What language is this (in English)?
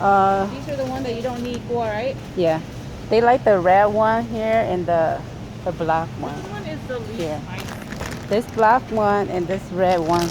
Hmong